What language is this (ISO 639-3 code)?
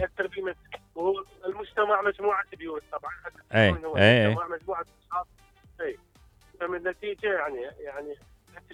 acm